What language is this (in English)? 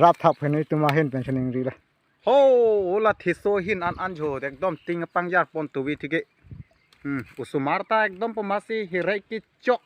Karbi